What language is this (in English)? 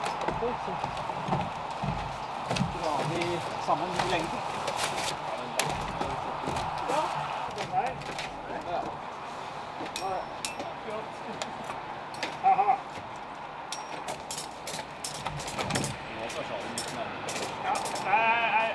Norwegian